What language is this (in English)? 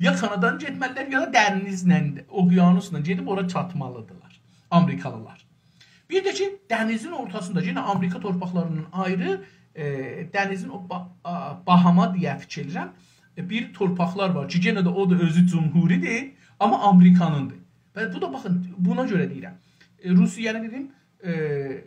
South Azerbaijani